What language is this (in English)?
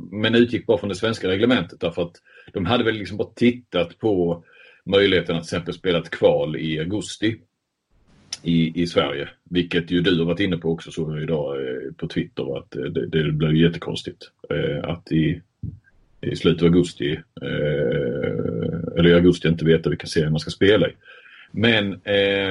Swedish